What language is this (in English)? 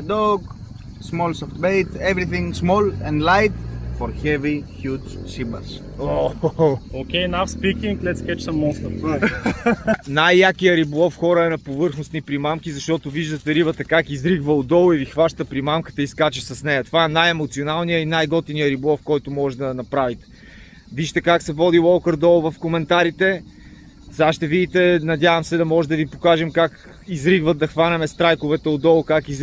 Bulgarian